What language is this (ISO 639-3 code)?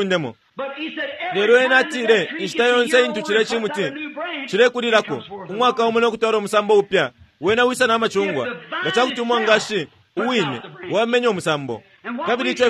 bem